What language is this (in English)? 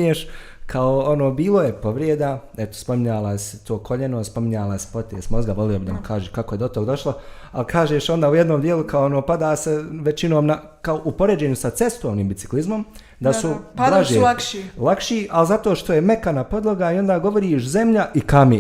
Bosnian